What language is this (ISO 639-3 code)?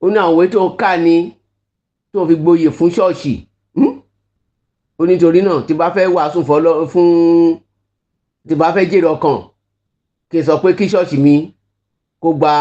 yor